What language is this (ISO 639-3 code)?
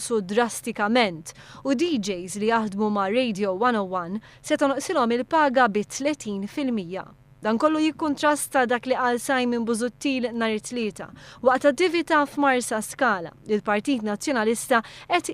mlt